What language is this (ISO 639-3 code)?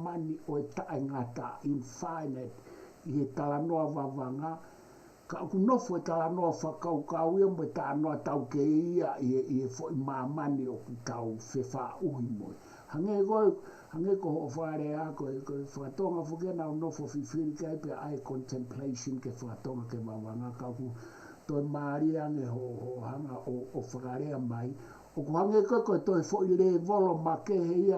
ton